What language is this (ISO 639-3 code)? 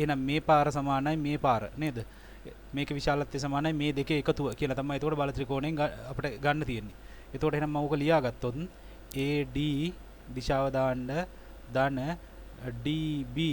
sin